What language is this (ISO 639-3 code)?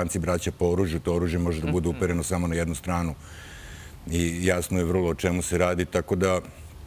srp